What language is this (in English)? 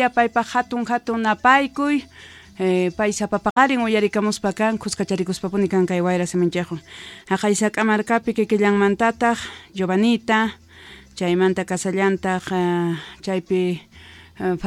South Bolivian Quechua